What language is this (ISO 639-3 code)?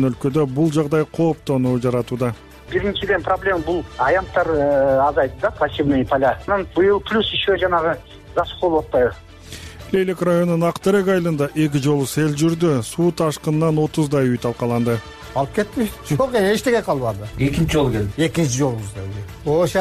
kir